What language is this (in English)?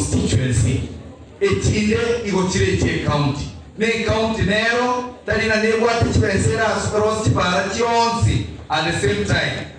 Gusii